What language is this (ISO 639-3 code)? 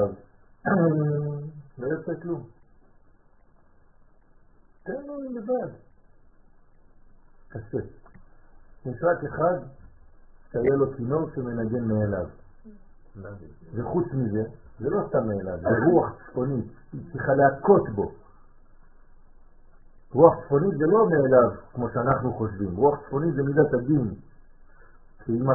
heb